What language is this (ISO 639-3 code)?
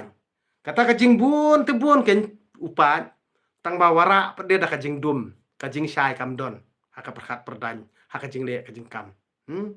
kha